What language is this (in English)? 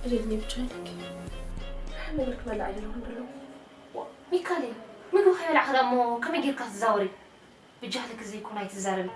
Tigrinya